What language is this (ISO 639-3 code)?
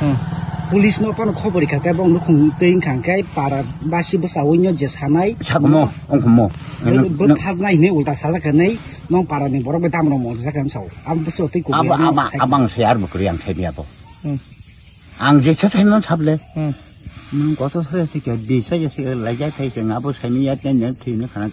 trp